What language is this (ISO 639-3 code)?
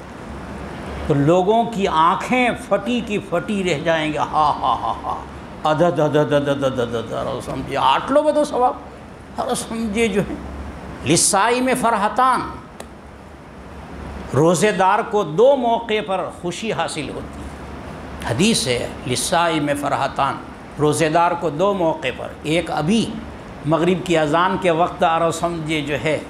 urd